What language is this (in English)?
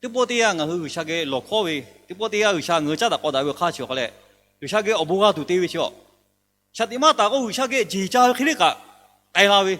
Lahu